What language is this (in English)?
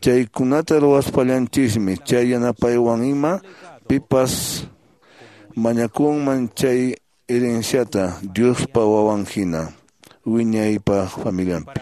Quechua